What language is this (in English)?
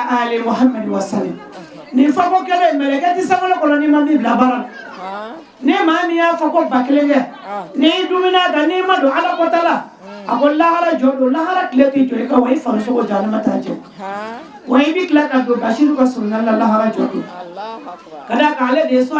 Bambara